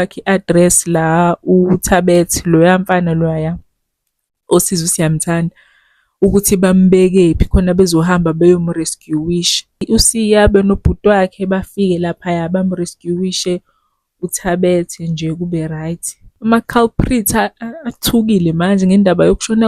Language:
Zulu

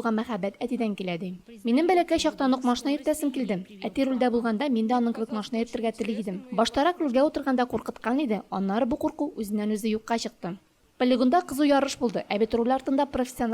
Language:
Tatar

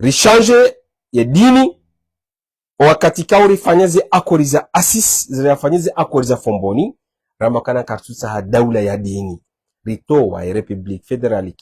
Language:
Ngazidja Comorian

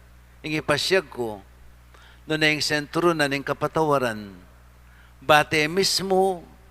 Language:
Pampanga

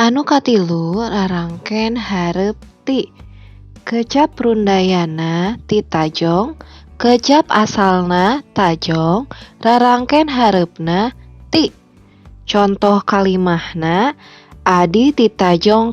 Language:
Sundanese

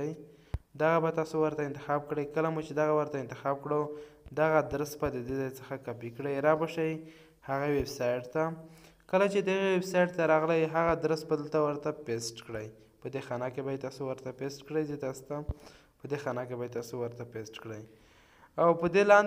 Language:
Pashto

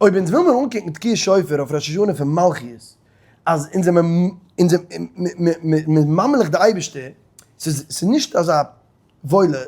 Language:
Yiddish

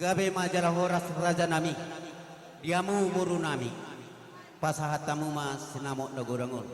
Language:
Batak Toba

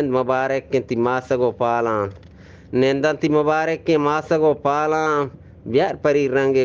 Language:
Eastern Balochi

